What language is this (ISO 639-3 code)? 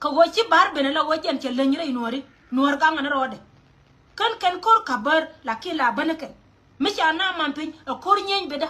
nus